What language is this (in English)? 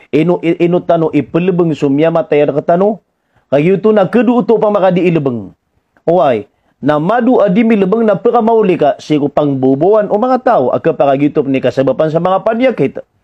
Maranao